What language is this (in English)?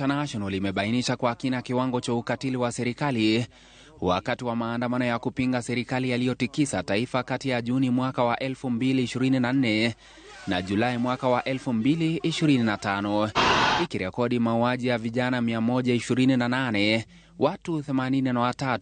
Swahili